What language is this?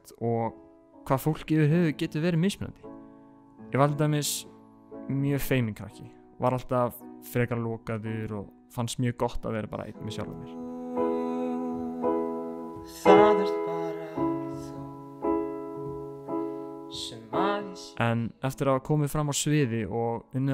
Icelandic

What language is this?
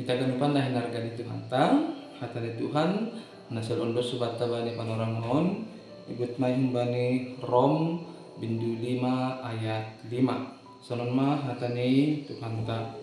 Batak Simalungun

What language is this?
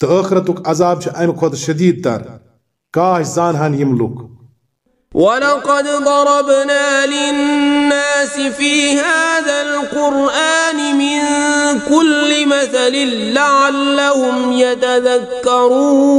Kashmiri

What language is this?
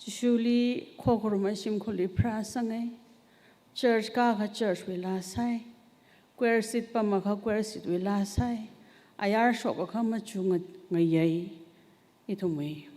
Tangkhul Naga (India)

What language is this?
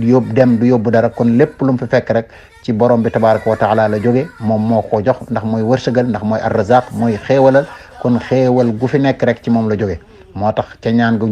Wolof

